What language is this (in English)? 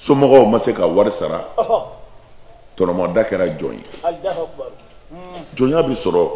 Bambara